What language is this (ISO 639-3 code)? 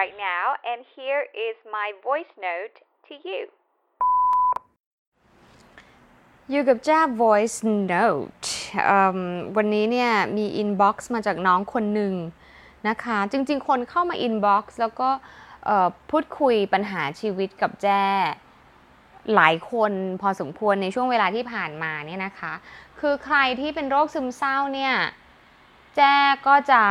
tha